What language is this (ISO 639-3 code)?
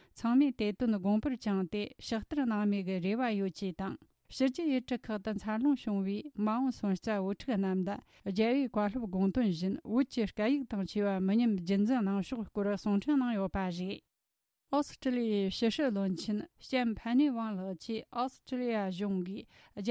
bod